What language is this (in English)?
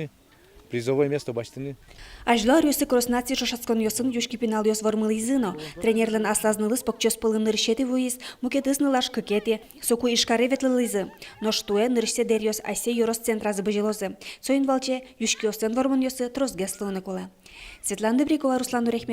Udmurt